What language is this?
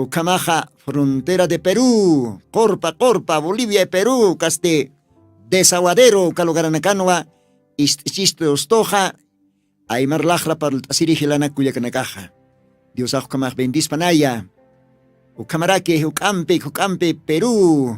Aymara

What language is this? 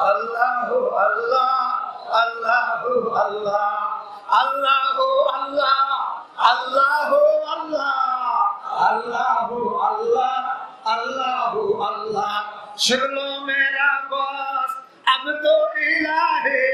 Rohingya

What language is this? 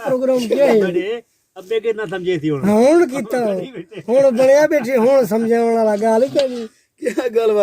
Saraiki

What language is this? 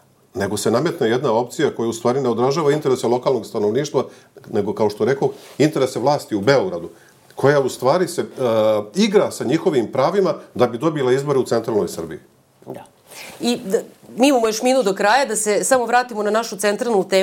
Serbian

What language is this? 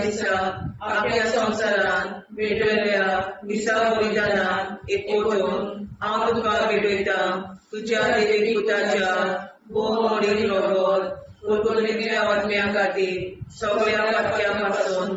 Konkani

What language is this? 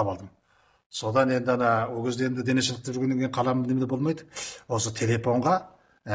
Kazakh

